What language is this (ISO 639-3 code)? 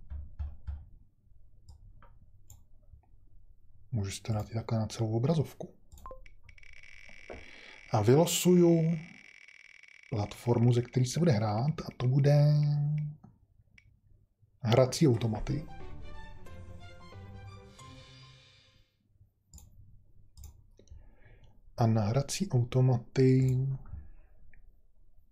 ces